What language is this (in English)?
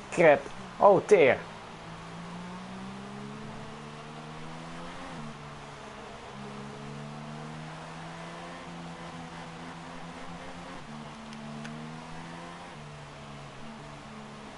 Dutch